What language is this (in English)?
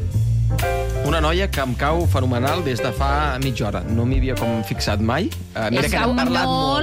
Catalan